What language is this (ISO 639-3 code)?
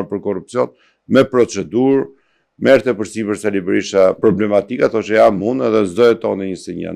sqi